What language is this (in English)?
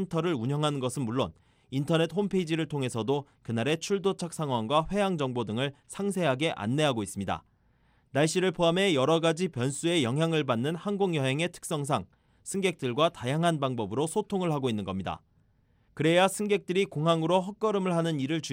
Korean